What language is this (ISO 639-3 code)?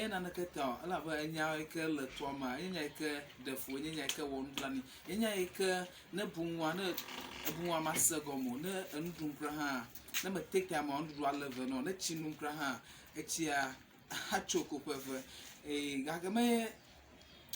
ewe